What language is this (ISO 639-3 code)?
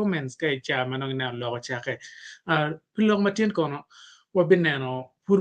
ach